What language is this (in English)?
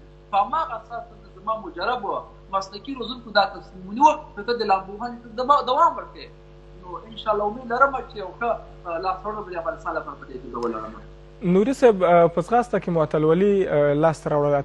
Pashto